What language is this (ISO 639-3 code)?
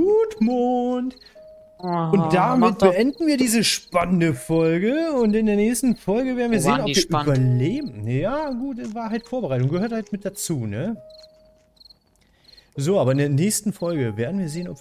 deu